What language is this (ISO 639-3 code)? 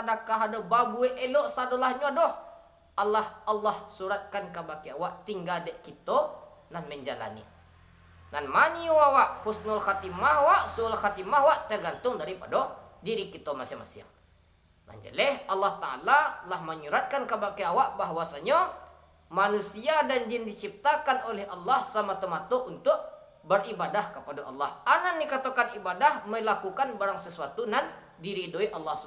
min